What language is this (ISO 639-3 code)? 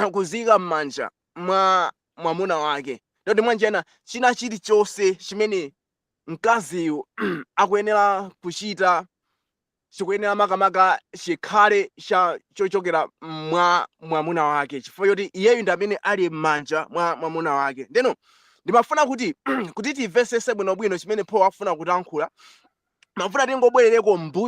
nya